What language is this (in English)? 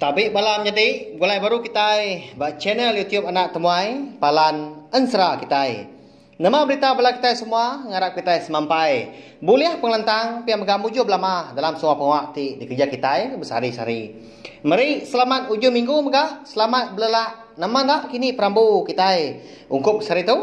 Iban